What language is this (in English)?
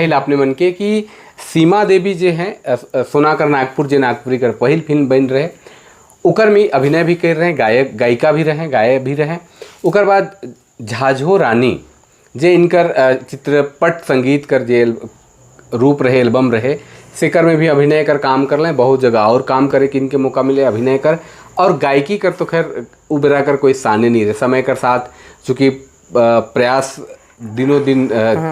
Sadri